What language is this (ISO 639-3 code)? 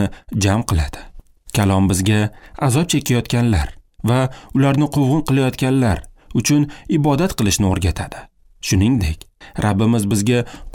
uzb